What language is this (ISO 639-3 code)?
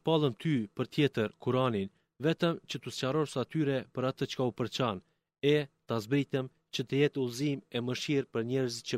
sqi